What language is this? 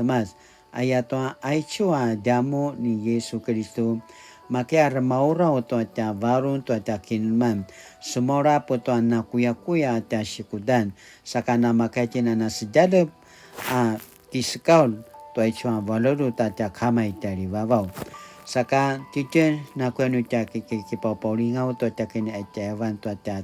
Paiwan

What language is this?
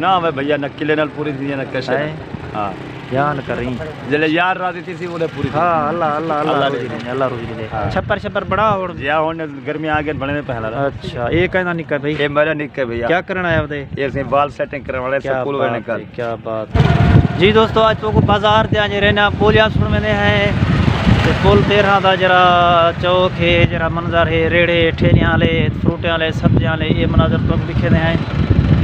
Saraiki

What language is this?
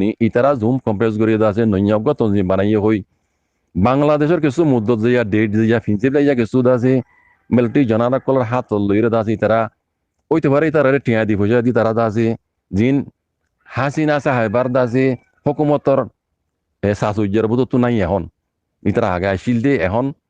Rohingya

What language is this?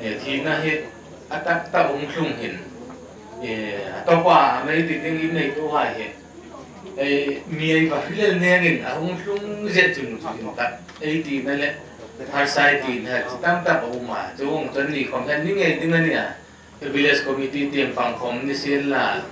Hmar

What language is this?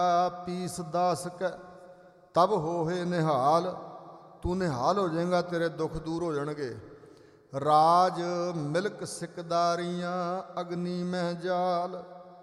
Punjabi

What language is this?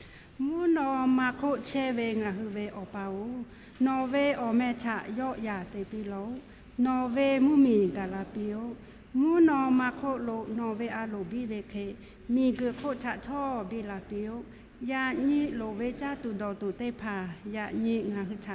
Lahu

